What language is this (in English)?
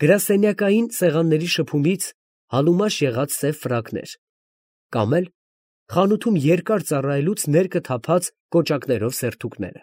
Armenian